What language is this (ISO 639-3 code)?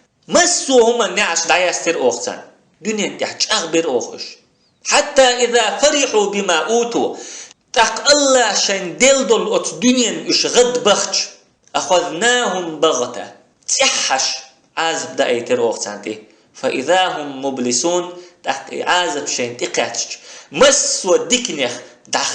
che